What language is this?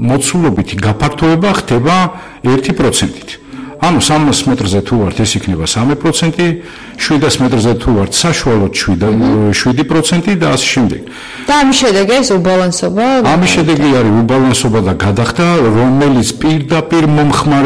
Georgian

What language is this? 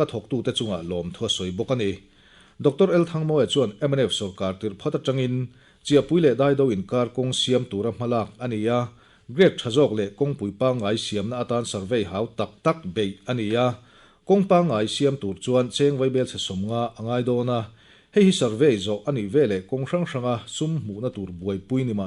Mizo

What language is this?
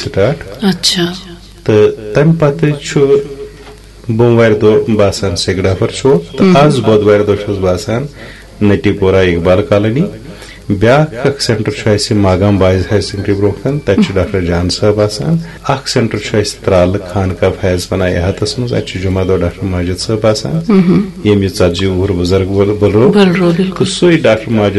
Kashmiri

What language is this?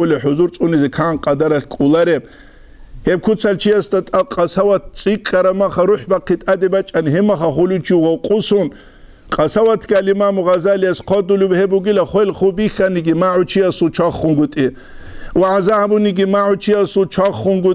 Avaric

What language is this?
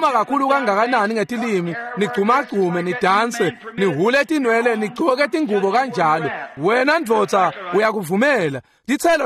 Swati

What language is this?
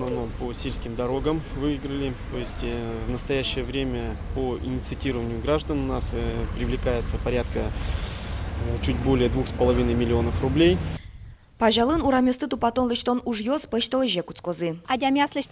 Udmurt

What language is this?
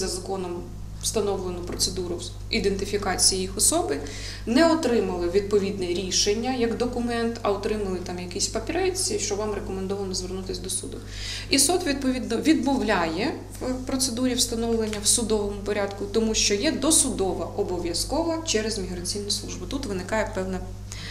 Ukrainian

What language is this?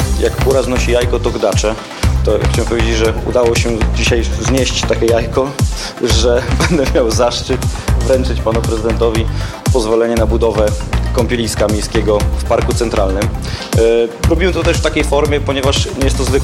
Polish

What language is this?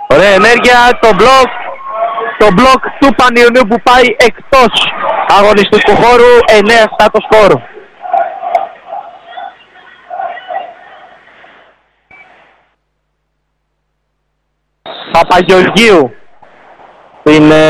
Greek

